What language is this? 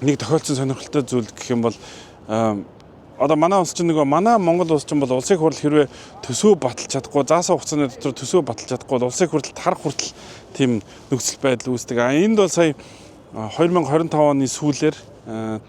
Mongolian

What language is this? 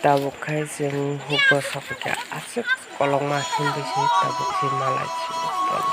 Kok Borok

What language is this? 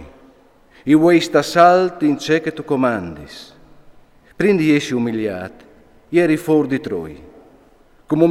Friulian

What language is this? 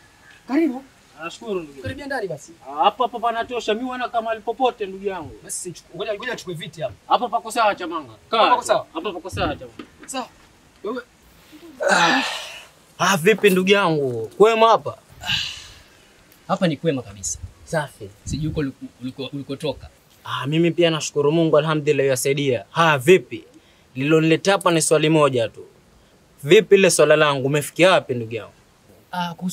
Swahili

